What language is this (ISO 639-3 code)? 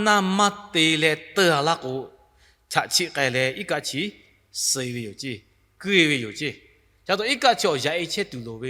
lhu